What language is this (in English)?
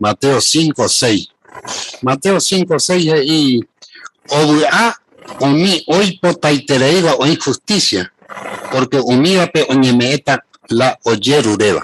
Guarani